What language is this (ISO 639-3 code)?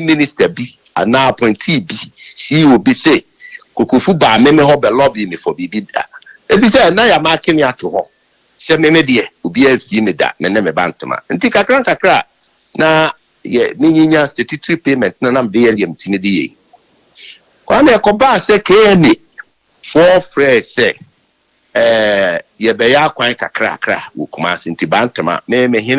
aka